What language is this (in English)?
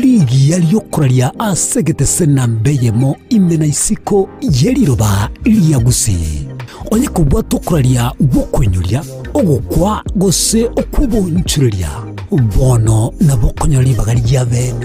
Gusii